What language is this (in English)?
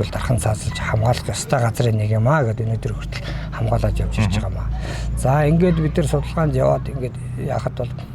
Mongolian